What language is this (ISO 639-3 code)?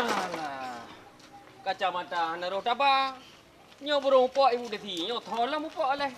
ace